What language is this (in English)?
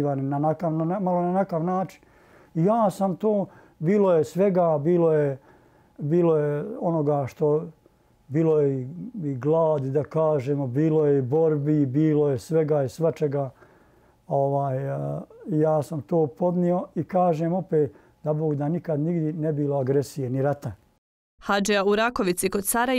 Bosnian